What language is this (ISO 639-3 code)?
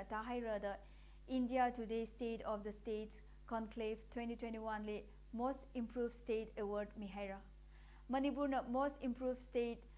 nmf